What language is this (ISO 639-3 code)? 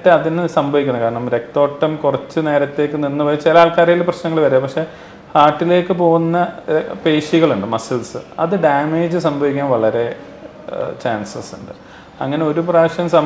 mal